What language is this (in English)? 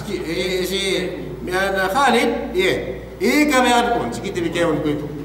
Yakan